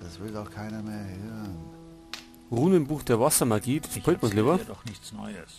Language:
Bavarian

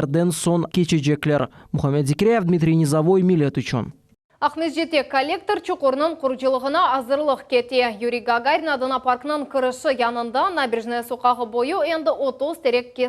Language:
Crimean Tatar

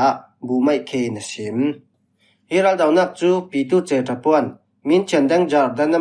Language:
Falam Chin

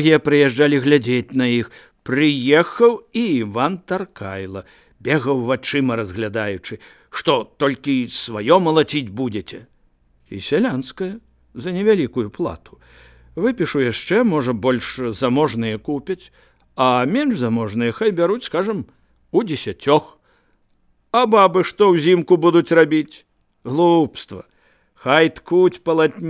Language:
Belarusian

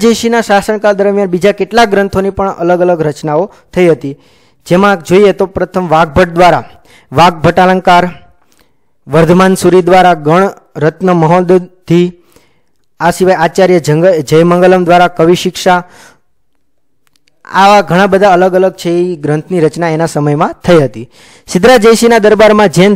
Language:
Gujarati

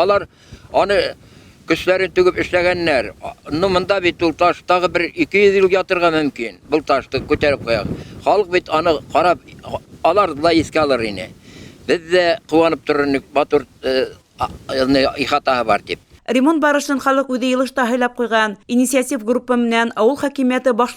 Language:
Bashkir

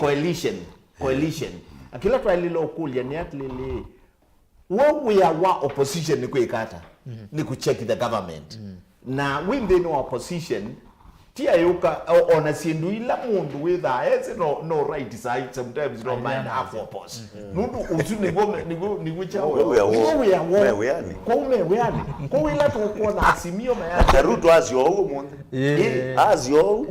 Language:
Kamba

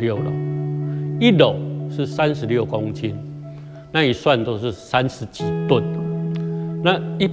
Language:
Chinese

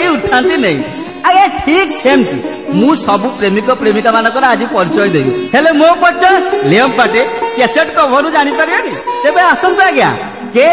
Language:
Odia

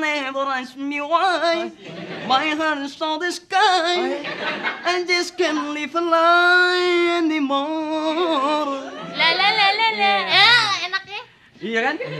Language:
Betawi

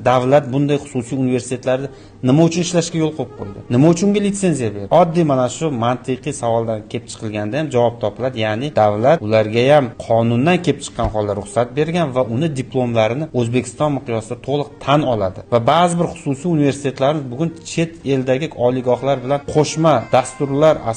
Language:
Uzbek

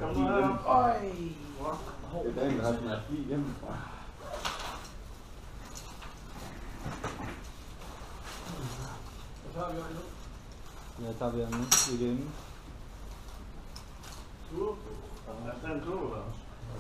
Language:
Danish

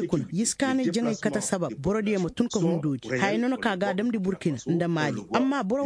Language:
Koyraboro Senni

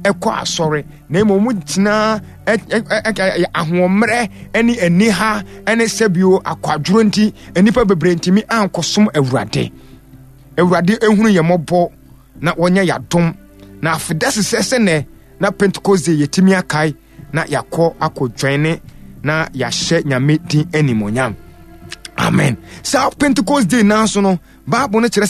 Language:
Akan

